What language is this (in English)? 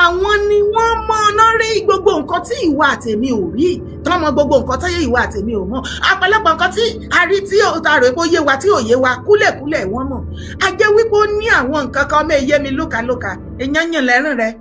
Yoruba